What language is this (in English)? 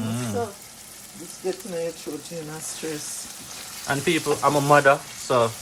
Jamaican Creole English